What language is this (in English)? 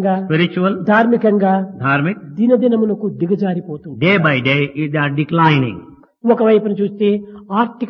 Telugu